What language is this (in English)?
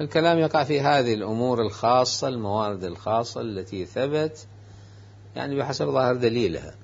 Mesopotamian Arabic